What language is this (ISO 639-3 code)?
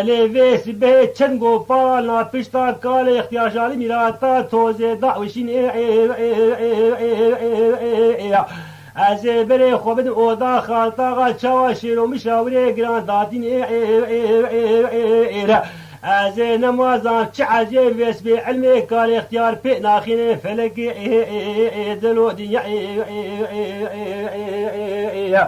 kur